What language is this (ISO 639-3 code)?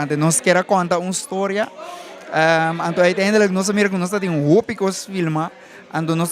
pap